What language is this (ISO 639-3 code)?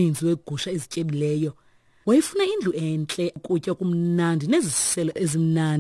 xho